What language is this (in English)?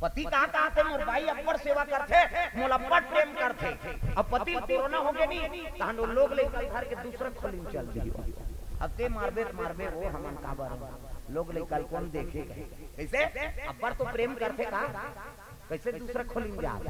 Chhattisgarhi